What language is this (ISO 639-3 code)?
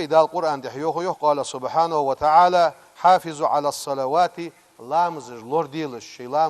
inh